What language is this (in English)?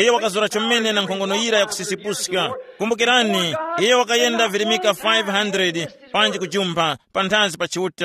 Tumbuka